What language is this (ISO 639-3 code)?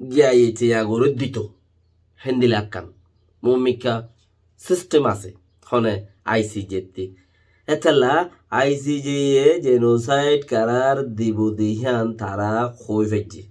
rhg